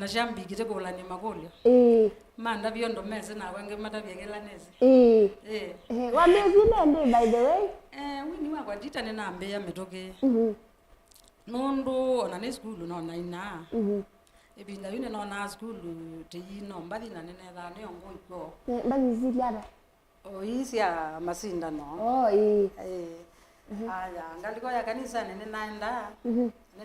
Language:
Kamba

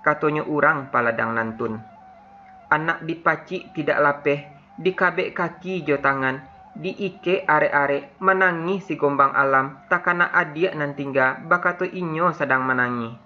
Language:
Minangkabau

